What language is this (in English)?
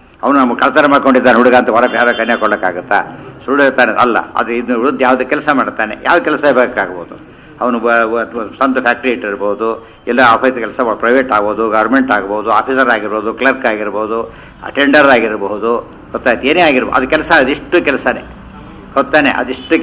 Kannada